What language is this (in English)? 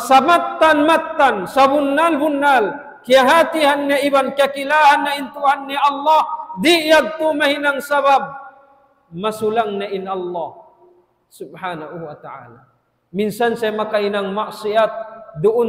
Tausug